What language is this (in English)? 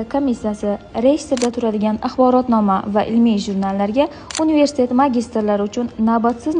Uzbek